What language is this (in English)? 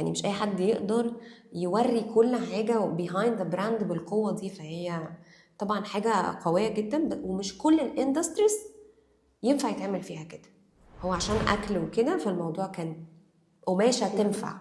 Egyptian Arabic